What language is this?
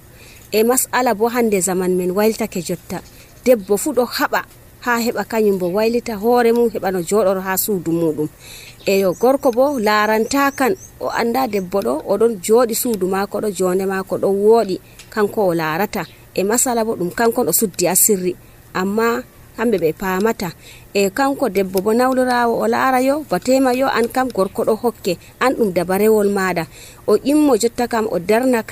Nigerian Fulfulde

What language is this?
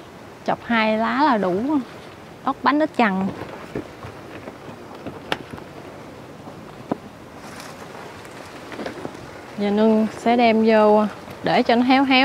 Vietnamese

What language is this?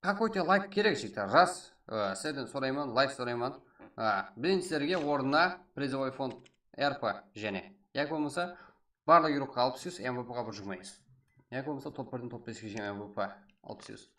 Kara-Kalpak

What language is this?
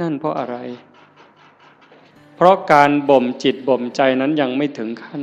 Northeastern Thai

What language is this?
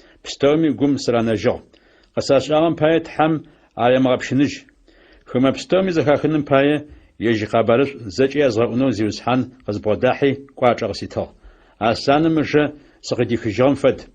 Adyghe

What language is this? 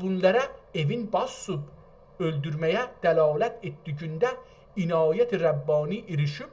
South Azerbaijani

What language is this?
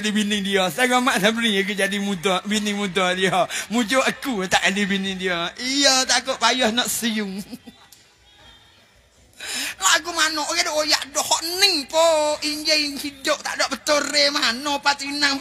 Pattani Malay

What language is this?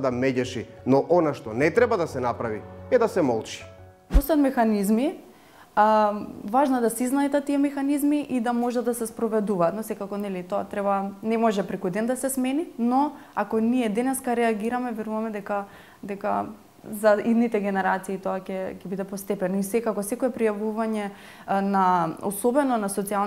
Macedonian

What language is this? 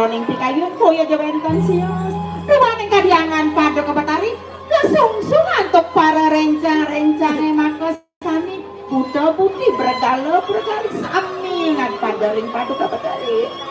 Balinese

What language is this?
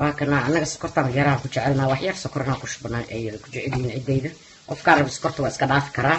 Somali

